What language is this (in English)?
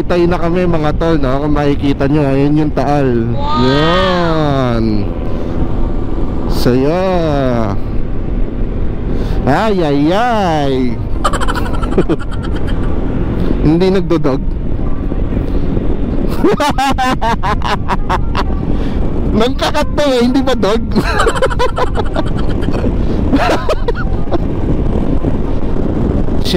Filipino